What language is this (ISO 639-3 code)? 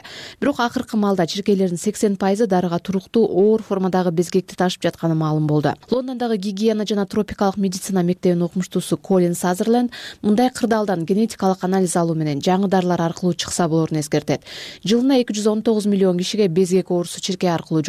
kir